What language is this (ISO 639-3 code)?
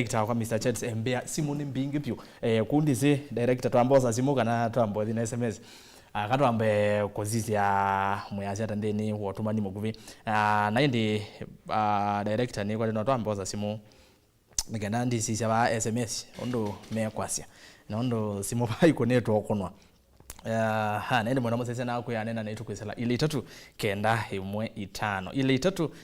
kam